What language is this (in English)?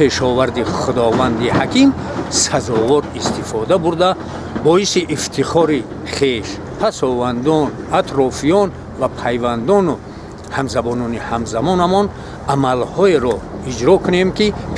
Tajik